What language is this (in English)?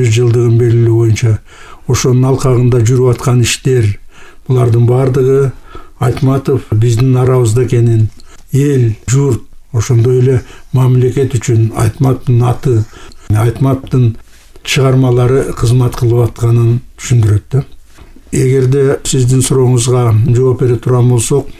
Kyrgyz